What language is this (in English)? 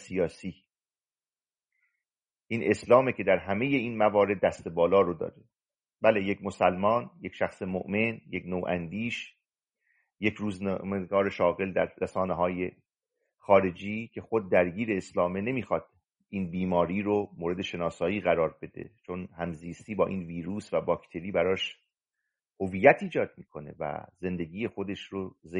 Persian